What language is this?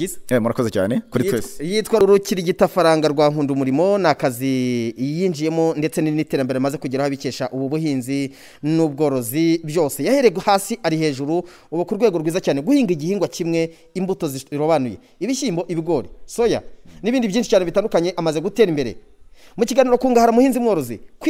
Kinyarwanda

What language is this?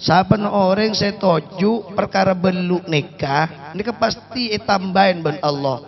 Madurese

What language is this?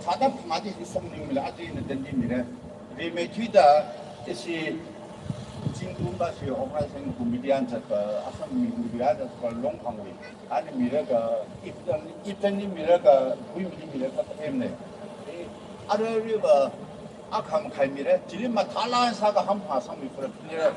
Tangkhul Naga (India)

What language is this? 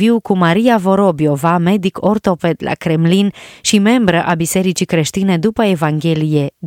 Romanian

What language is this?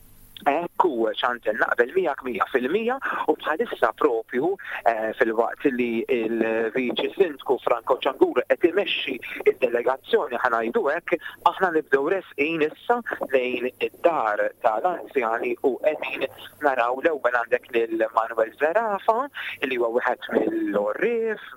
Maltese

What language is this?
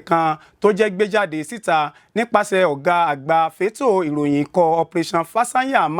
Yoruba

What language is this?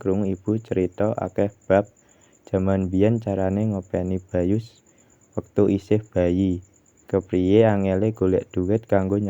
Javanese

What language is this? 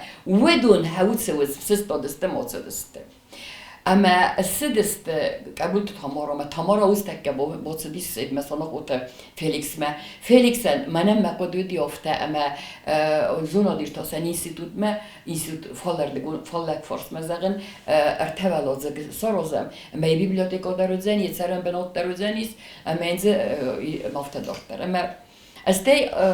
Ossetic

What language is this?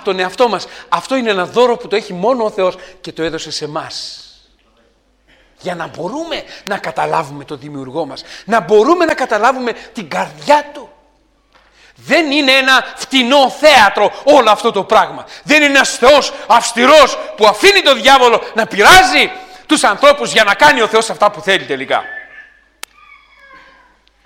Greek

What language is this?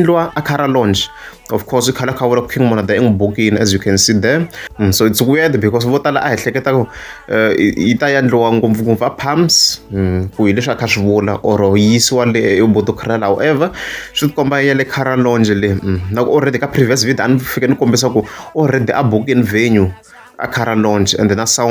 Tsonga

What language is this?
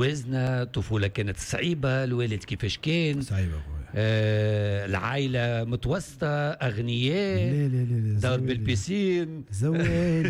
Tunisian Arabic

